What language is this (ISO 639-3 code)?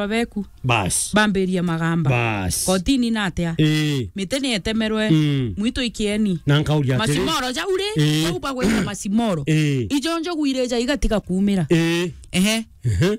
mer